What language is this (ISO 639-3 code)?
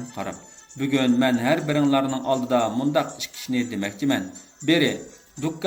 uig